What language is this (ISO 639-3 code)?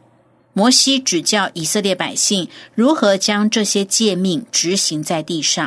zho